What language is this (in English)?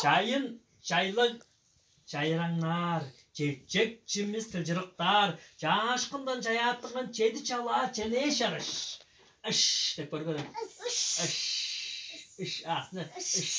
Tuvinian